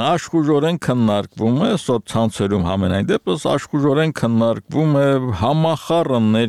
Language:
Armenian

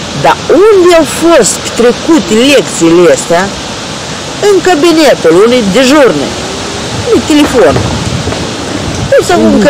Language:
Romanian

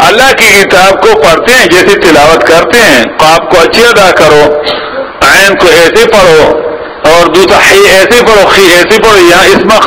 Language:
Urdu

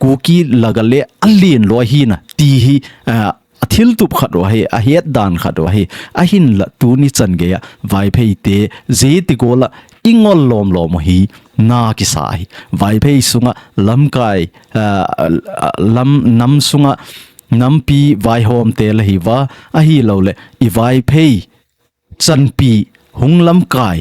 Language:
Thado Chin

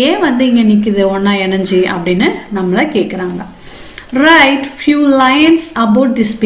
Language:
Tamil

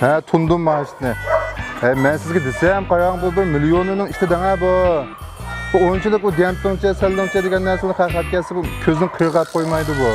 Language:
Uyghur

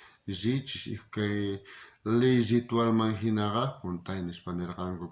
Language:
South Bolivian Quechua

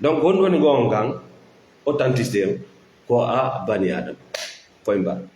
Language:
Fula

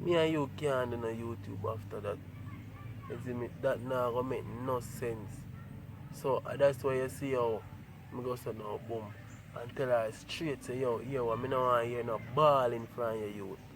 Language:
Jamaican Creole English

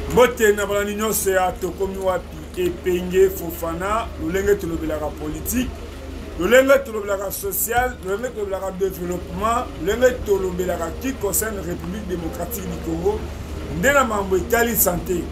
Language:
Lingala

